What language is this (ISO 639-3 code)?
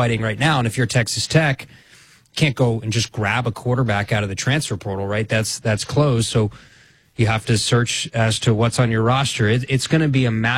eng